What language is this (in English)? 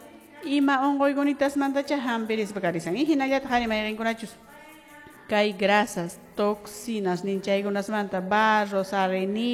Quechua